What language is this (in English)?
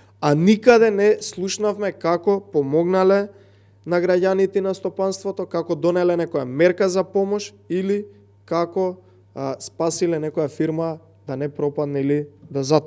Macedonian